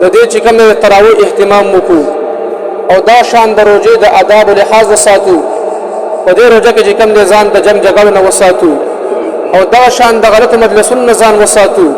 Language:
Pashto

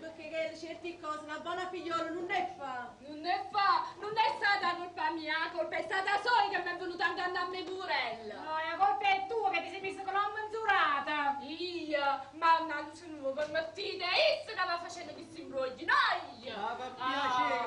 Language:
Neapolitan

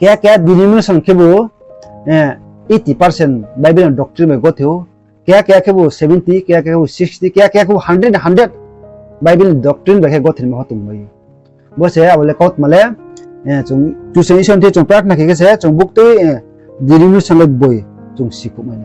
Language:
Riang (India)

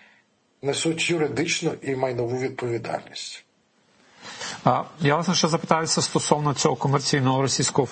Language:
Ukrainian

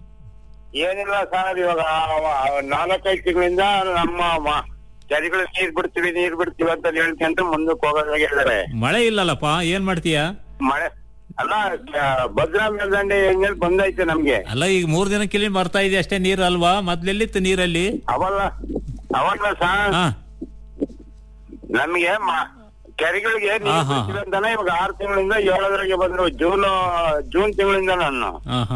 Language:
Kannada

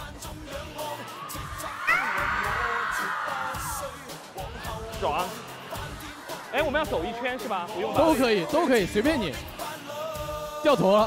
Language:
Chinese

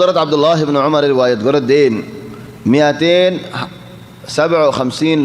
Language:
Rohingya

